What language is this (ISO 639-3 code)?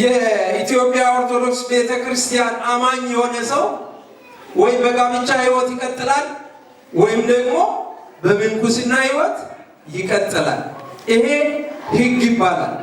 amh